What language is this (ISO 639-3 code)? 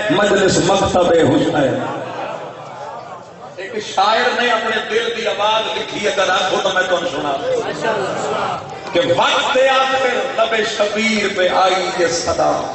urd